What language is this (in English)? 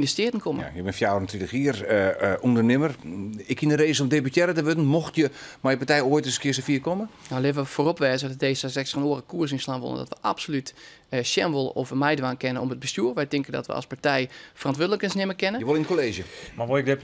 Western Frisian